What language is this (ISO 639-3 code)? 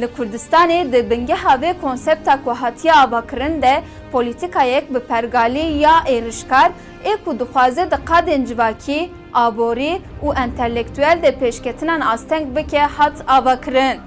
kur